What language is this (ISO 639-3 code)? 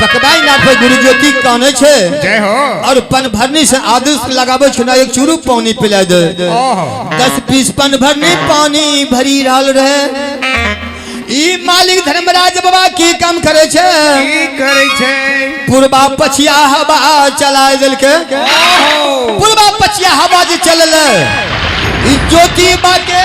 mai